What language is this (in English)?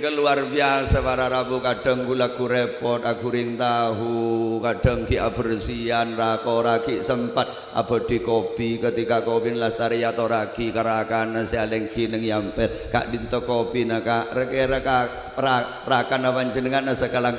Madurese